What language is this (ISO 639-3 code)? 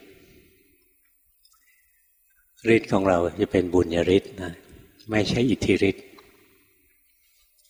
tha